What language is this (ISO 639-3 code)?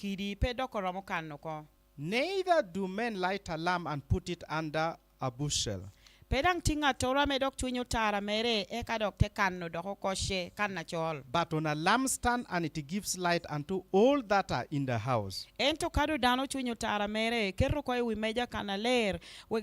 laj